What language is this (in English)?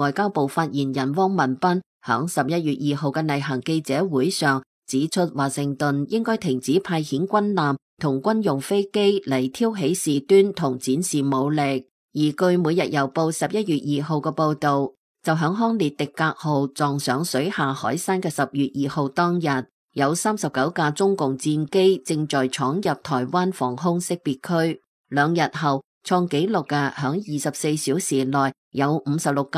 Cantonese